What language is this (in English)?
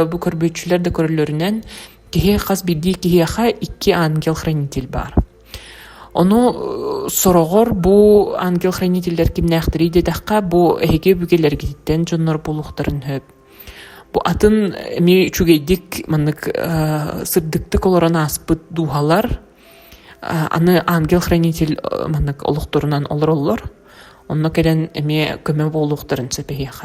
Yakut